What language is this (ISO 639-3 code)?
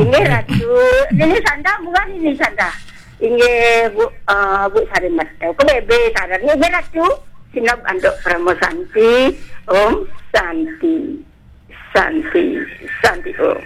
ban